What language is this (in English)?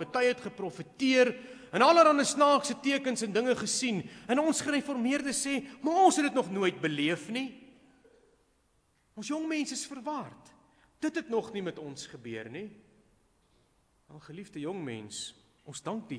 Afrikaans